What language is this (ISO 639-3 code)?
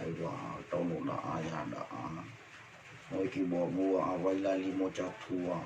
nia